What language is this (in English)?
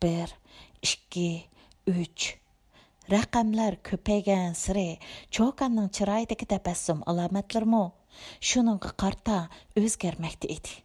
Uyghur